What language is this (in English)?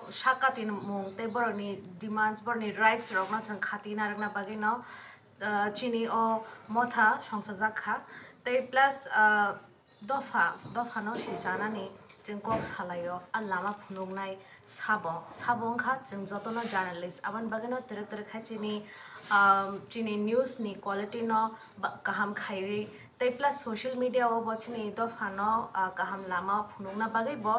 Kok Borok